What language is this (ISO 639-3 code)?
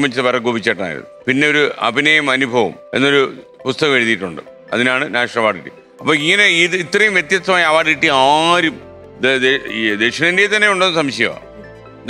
mal